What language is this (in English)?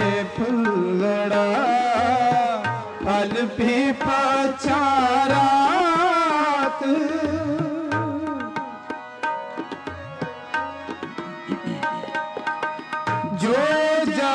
Punjabi